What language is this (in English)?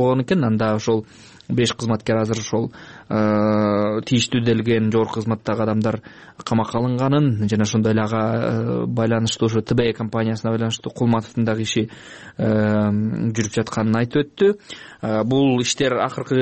Kyrgyz